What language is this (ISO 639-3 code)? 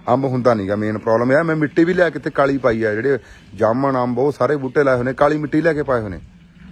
pan